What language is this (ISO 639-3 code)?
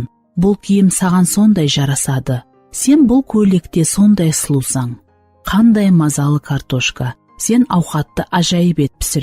kaa